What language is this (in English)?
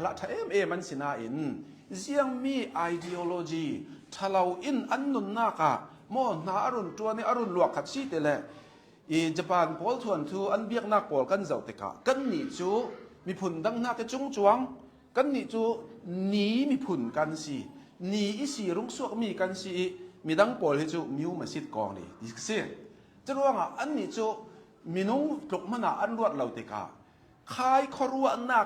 Hakha Chin